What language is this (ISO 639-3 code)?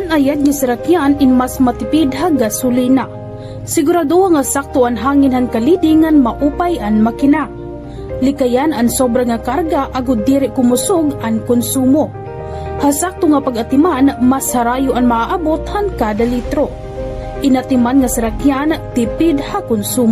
war